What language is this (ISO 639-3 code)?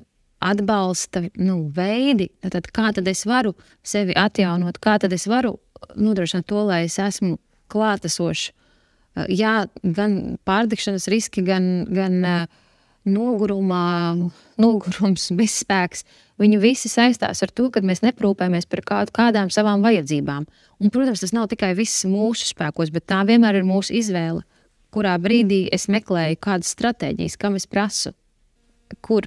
lav